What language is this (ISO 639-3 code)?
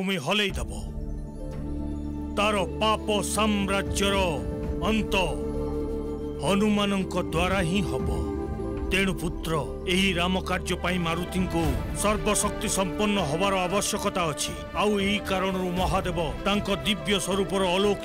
ori